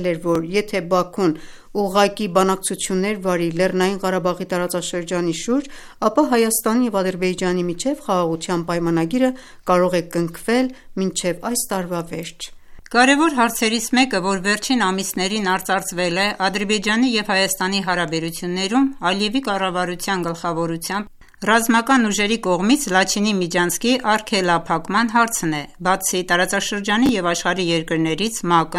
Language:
Armenian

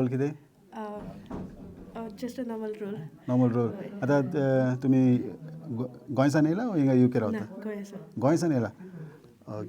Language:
Konkani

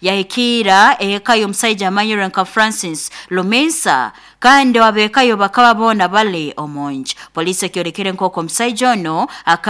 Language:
Nyoro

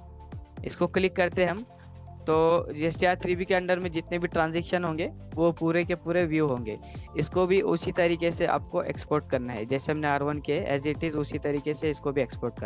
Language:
Hindi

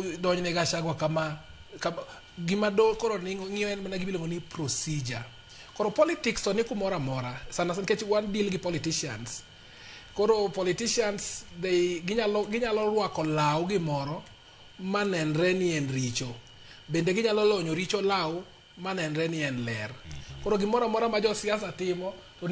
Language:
Luo (Kenya and Tanzania)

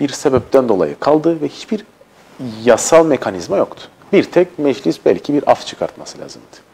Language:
Turkish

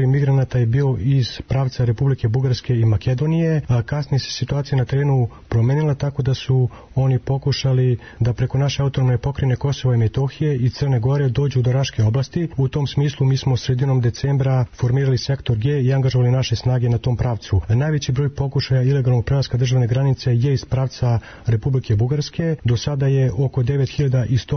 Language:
Serbian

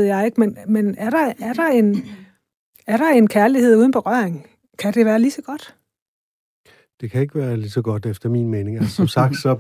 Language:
Danish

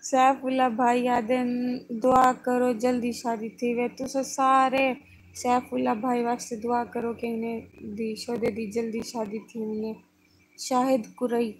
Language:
Saraiki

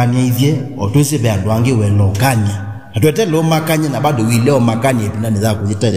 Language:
Kamba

